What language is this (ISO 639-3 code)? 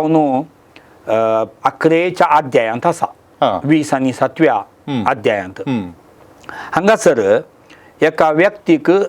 kok